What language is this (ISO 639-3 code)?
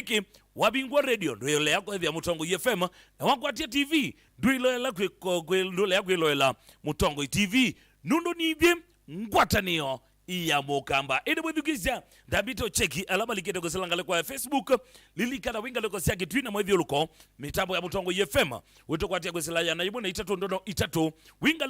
kam